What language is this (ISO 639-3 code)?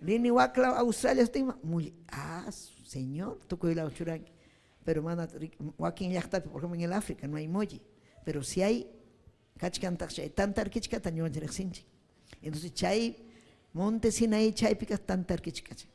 quy